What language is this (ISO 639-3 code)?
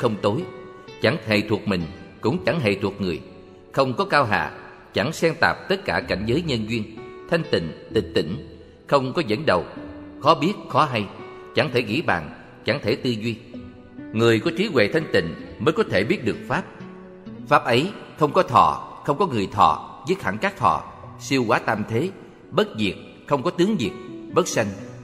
vie